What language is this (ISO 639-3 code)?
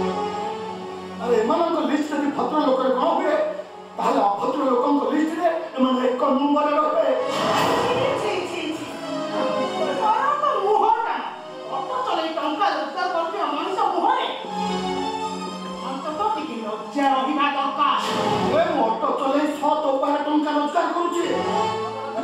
ori